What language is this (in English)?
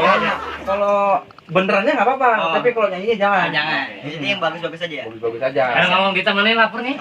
Betawi